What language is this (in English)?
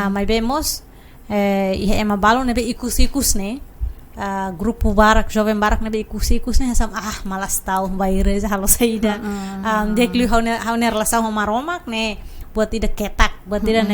Tetum